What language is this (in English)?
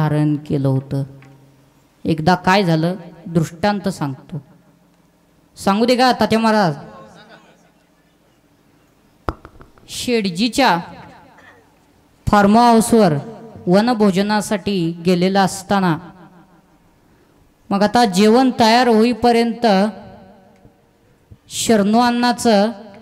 Marathi